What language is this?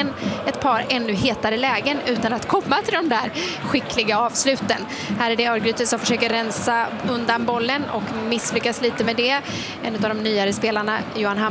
Swedish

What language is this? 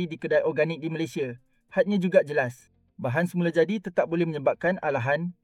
Malay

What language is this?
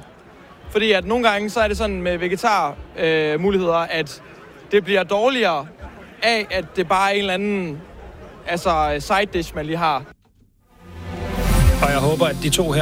Danish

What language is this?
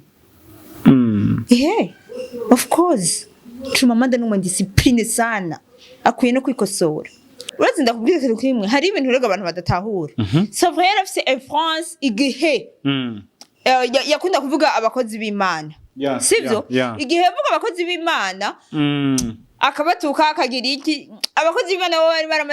Rundi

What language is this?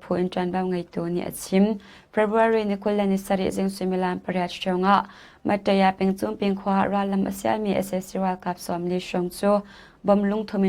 Hakha Chin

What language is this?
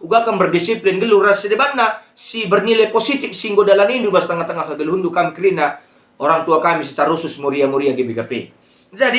Batak Karo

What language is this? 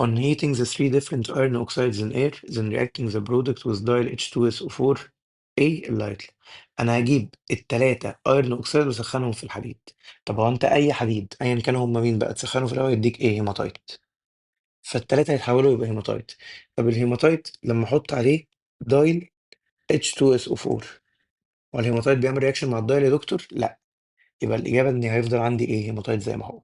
Egyptian Arabic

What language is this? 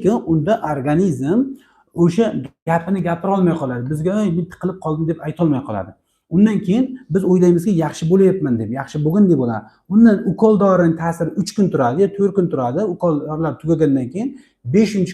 Uzbek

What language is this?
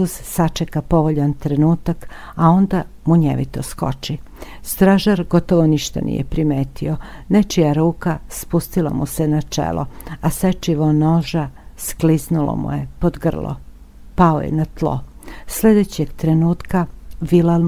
Serbian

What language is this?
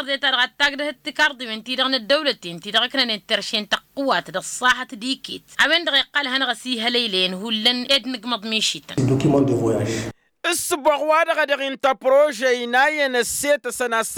Tamasheq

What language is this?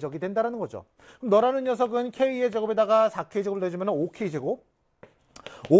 Korean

